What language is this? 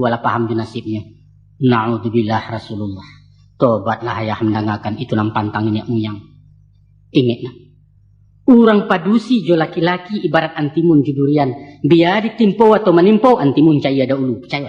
Minangkabau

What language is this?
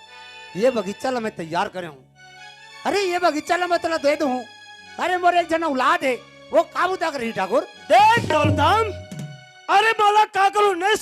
Chhattisgarhi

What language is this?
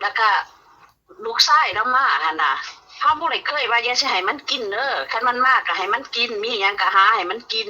Northeastern Thai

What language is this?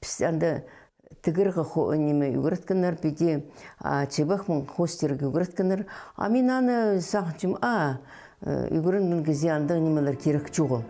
Khakas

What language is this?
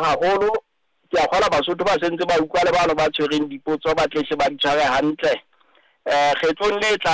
Southern Sotho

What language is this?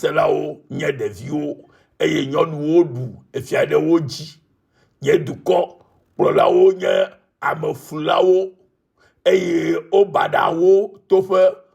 Ewe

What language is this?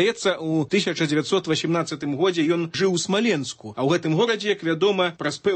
Belarusian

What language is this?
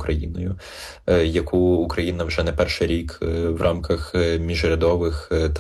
Ukrainian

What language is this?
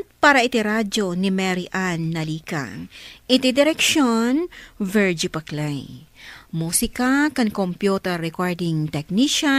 Iloko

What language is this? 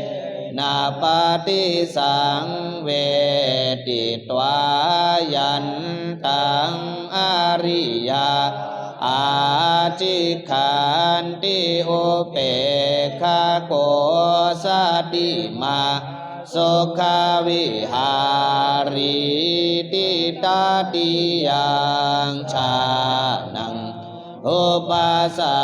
Pali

